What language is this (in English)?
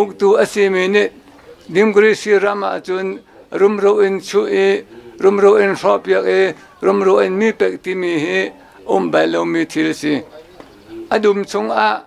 Hakha Chin